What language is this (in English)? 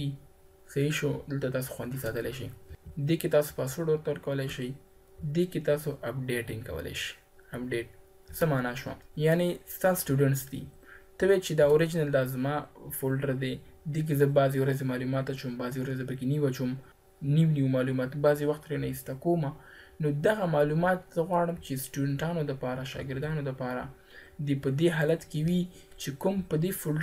Pashto